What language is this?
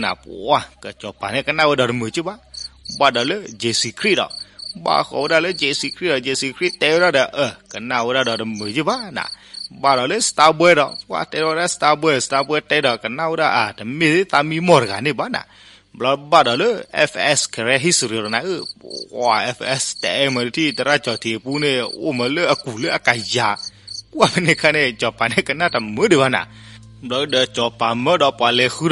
S'gaw Karen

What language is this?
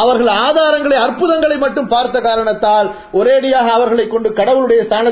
Tamil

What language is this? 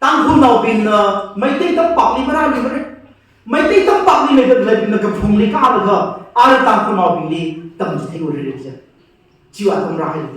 Tangkhul Naga (India)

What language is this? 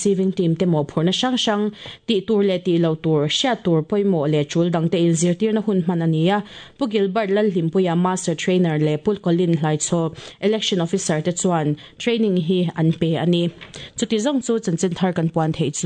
Mizo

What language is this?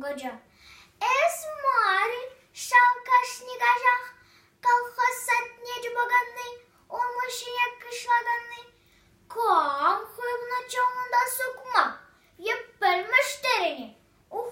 Chuvash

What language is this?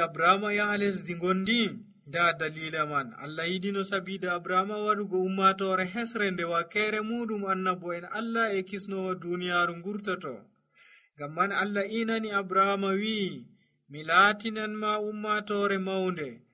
Nigerian Fulfulde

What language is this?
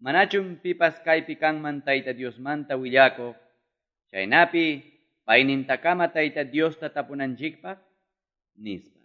Quechua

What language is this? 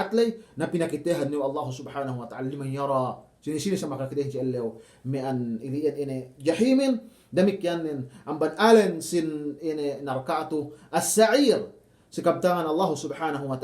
Yakan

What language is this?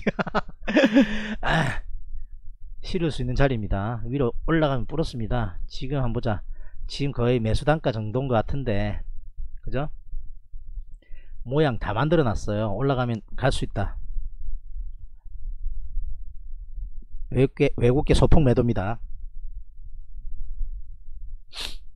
Korean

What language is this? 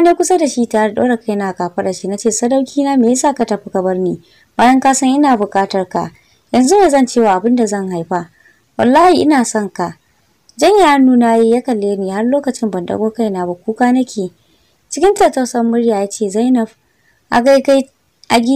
Hausa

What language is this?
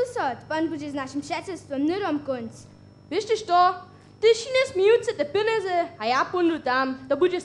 Upper Sorbian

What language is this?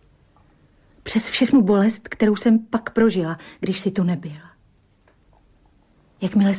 Czech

